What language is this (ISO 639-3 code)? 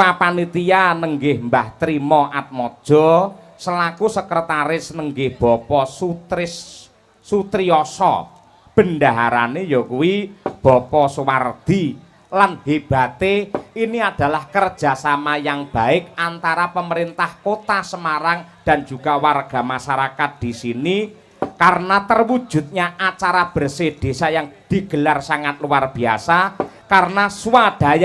jav